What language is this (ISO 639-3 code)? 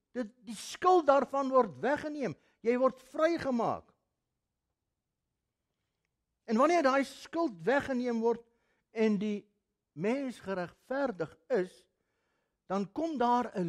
afr